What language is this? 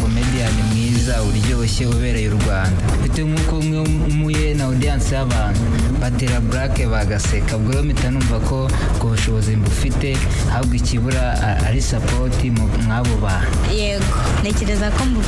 Kinyarwanda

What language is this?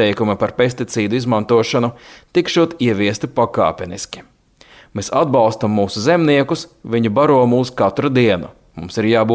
Latvian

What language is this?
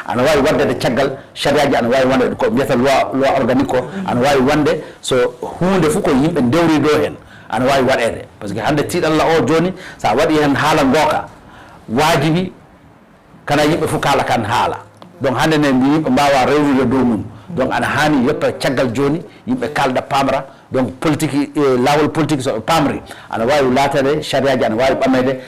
Fula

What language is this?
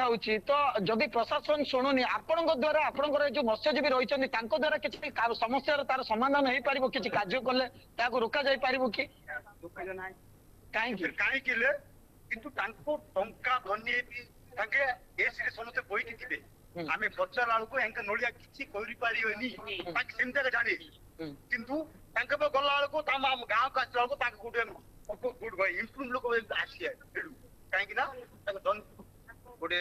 Odia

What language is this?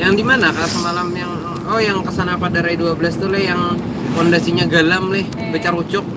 Banjar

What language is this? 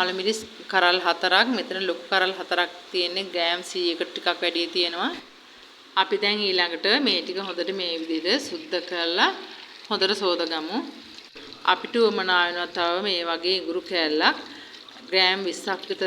Sinhala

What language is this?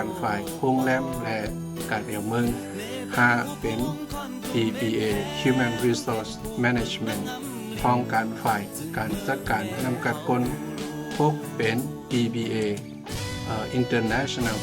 Shan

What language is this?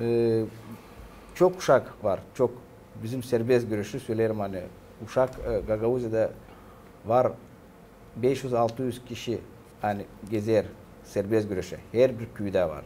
Gagauz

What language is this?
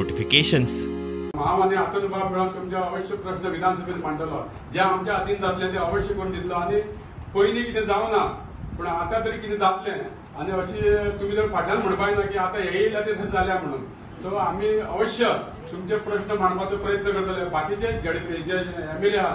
Konkani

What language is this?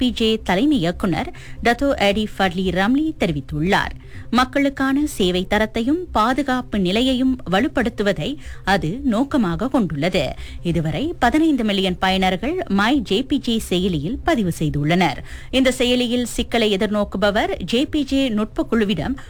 Tamil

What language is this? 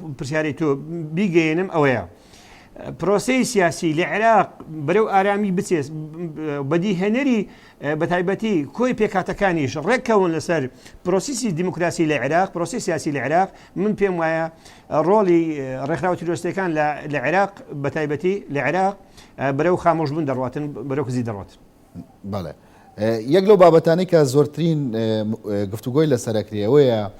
Central Kurdish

